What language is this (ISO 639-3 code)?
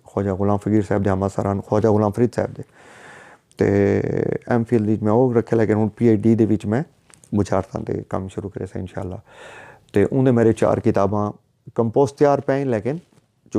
skr